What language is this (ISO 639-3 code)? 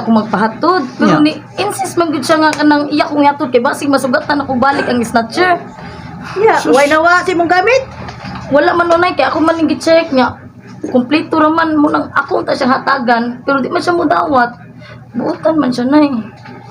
ceb